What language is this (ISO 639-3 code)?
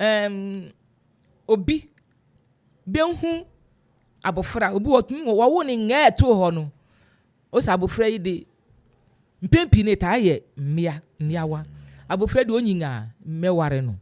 aka